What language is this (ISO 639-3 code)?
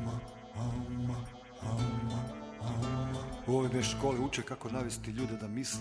srp